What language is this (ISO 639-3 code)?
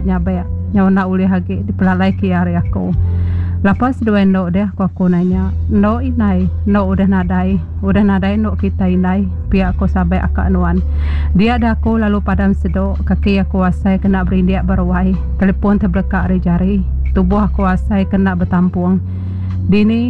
iba